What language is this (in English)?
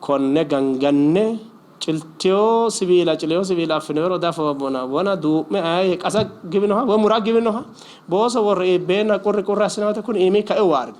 Sidamo